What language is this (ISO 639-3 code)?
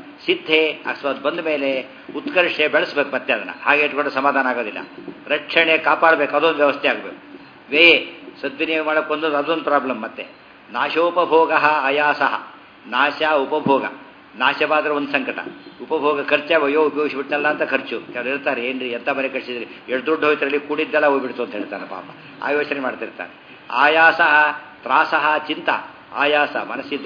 kan